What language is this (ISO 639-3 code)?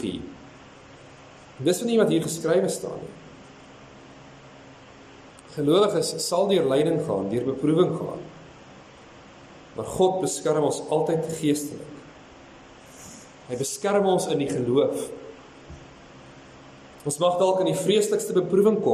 afr